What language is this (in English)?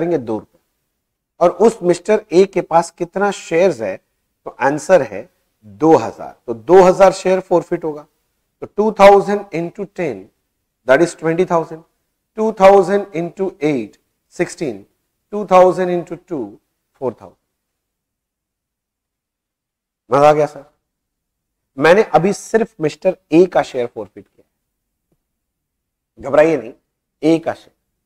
Hindi